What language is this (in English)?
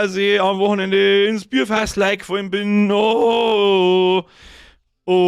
Bavarian